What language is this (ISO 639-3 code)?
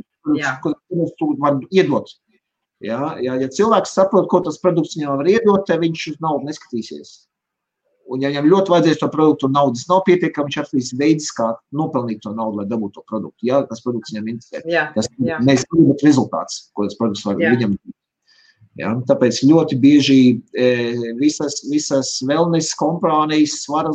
lav